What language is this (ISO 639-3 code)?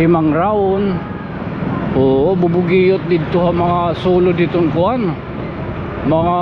war